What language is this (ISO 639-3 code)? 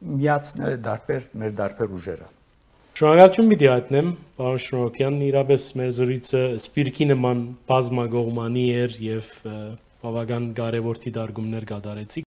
hyw